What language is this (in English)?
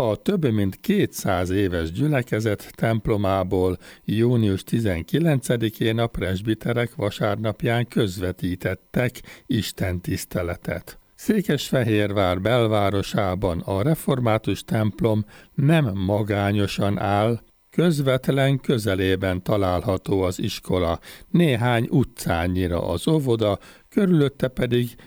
Hungarian